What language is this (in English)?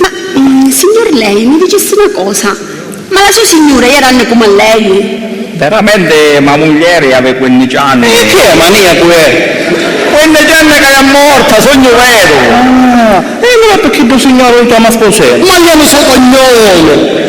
Sicilian